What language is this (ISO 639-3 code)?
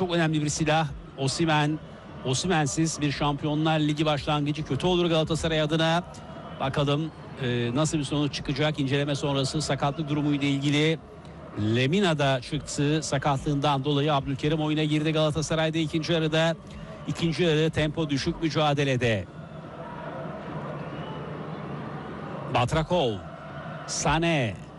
tur